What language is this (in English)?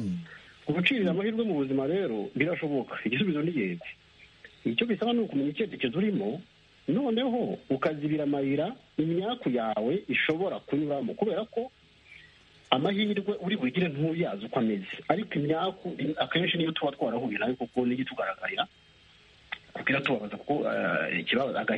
Kinyarwanda